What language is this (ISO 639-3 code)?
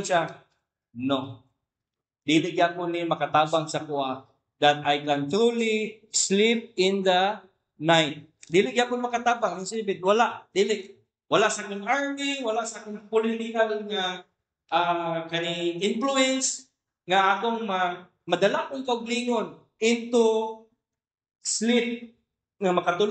ceb